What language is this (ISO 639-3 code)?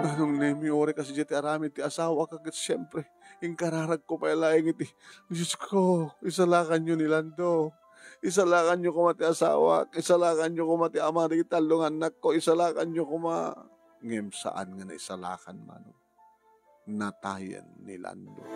ilo